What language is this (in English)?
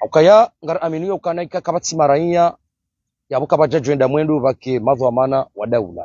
Ngazidja Comorian